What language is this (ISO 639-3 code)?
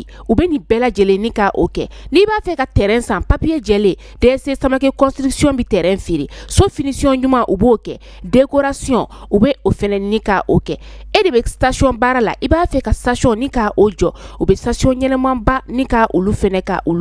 bam